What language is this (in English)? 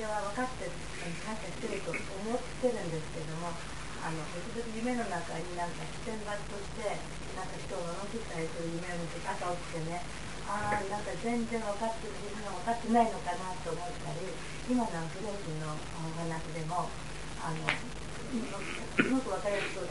Japanese